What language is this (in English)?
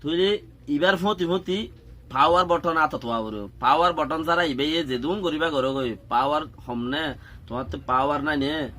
Rohingya